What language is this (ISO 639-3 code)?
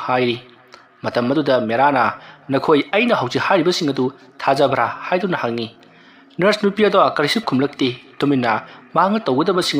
mni